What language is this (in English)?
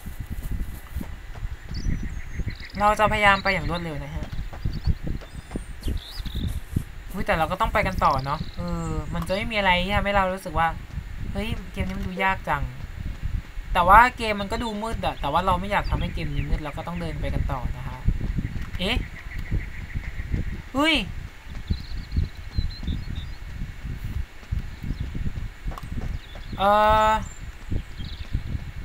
Thai